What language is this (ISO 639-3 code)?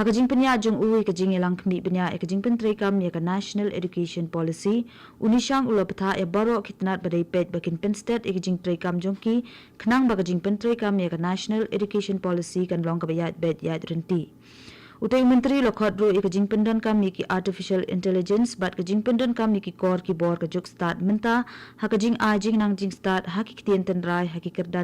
kha